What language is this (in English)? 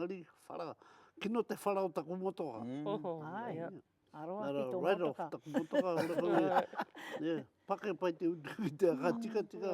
Māori